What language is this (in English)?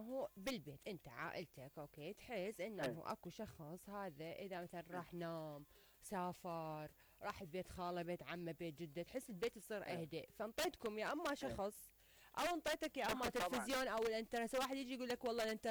Mesopotamian Arabic